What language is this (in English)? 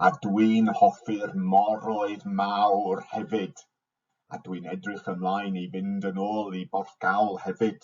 Welsh